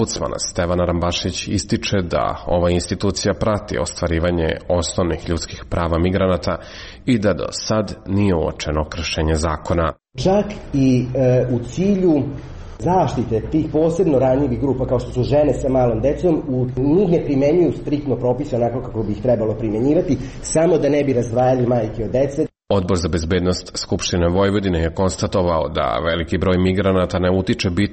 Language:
Serbian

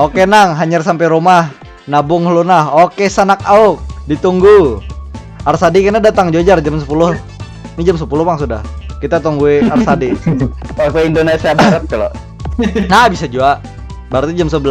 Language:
Banjar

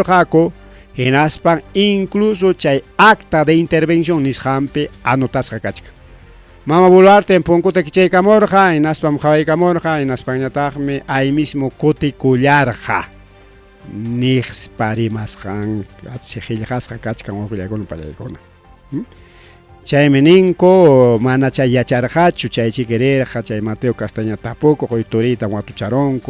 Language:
Ayacucho Quechua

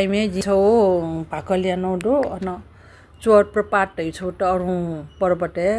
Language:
Newari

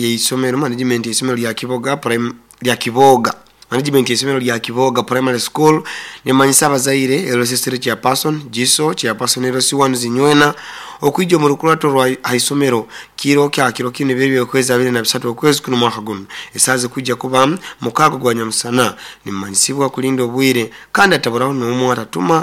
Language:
Nyoro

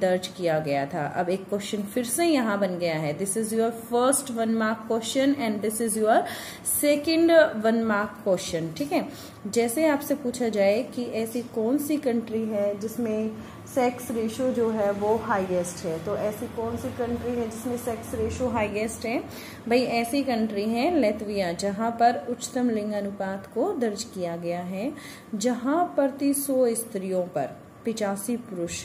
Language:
Hindi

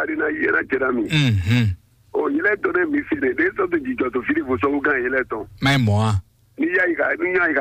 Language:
Fon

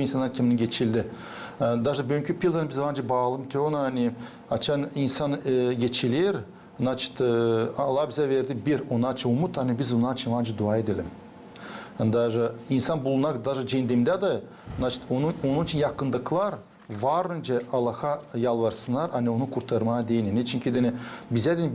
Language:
Gagauz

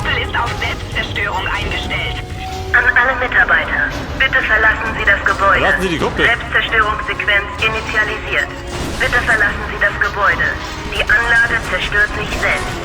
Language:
Bavarian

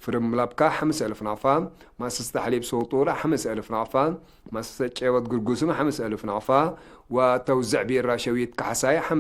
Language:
Tigre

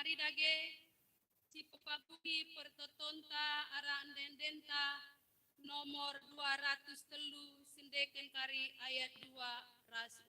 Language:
Batak Karo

